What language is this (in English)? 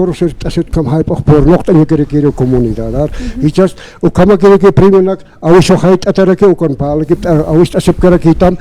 Aymara